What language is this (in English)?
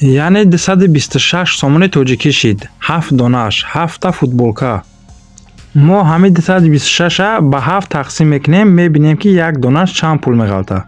Tajik